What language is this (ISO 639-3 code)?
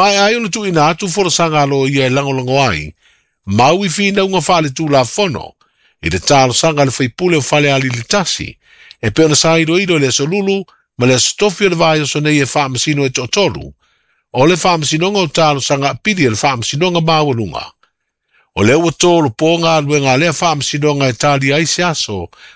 smo